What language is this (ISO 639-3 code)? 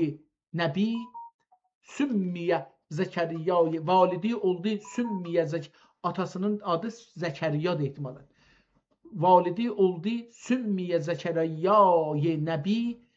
azb